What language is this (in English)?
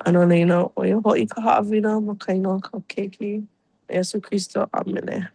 Hawaiian